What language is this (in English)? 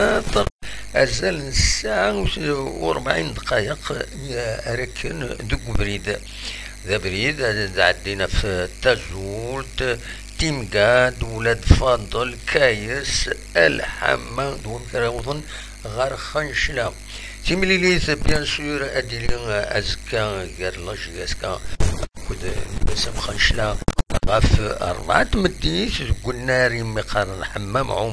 Kabyle